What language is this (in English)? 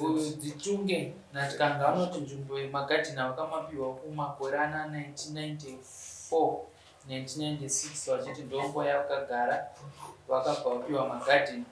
Shona